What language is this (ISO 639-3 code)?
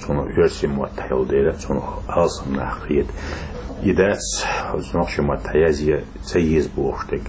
che